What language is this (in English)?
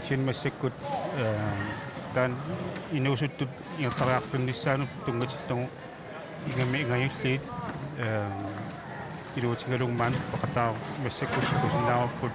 Kalaallisut